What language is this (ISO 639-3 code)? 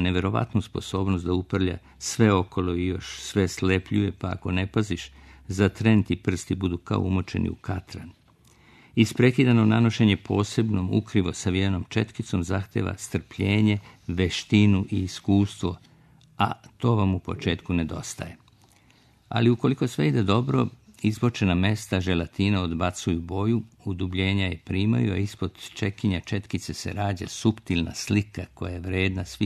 srp